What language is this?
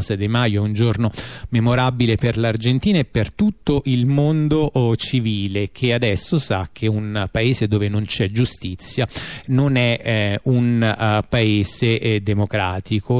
Italian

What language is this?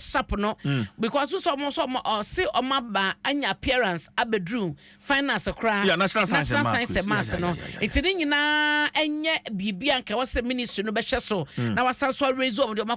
Akan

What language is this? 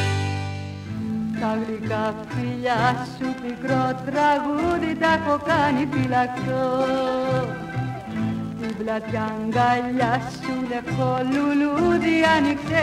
Greek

